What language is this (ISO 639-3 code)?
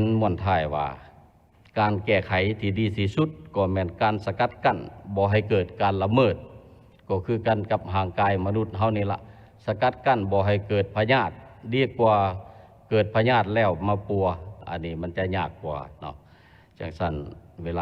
lao